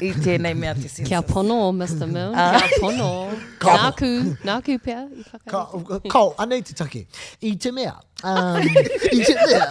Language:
Māori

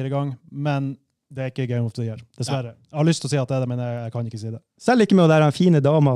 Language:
Norwegian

